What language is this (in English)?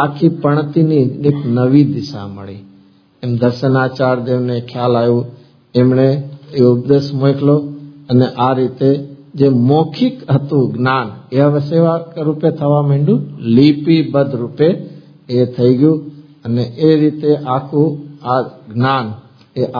Gujarati